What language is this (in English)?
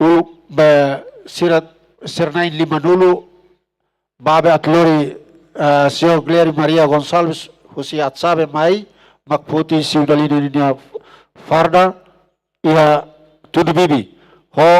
Tetum